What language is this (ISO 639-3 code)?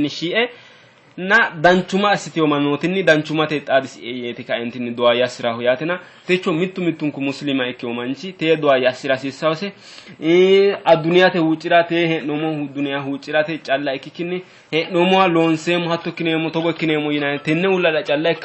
sid